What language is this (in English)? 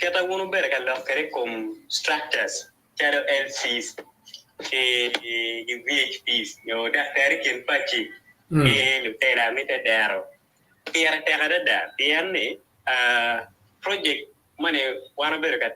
Acoli